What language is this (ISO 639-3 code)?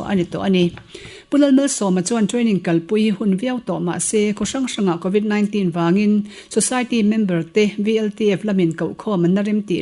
lus